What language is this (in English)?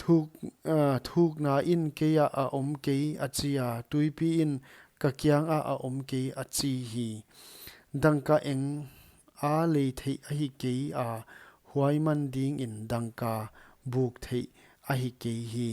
Paite Chin